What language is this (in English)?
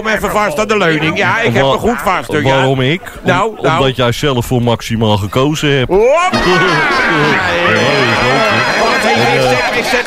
Dutch